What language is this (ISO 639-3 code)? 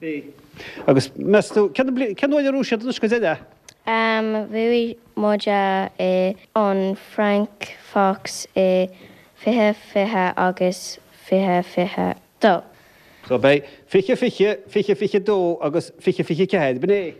gle